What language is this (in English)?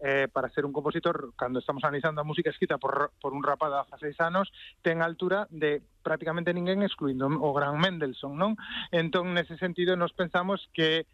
Galician